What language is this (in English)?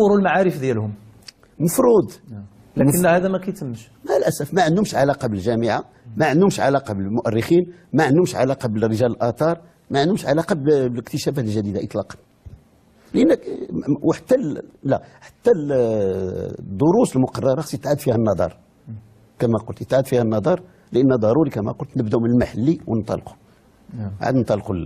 Moroccan Arabic